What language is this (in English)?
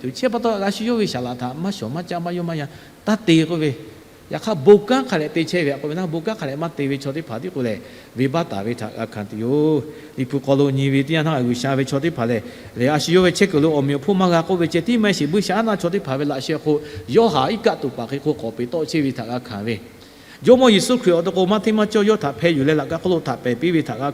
Lahu